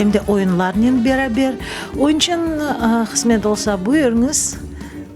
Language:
Crimean Tatar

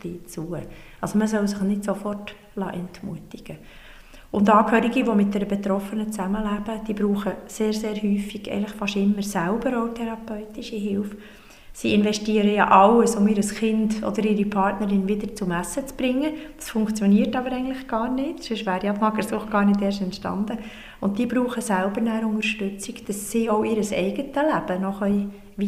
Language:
German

